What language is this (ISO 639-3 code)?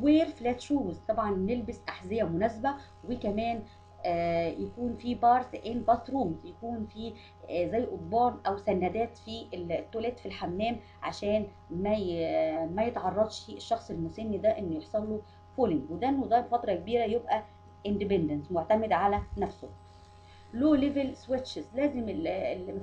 arz